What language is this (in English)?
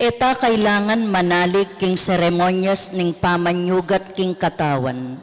Pampanga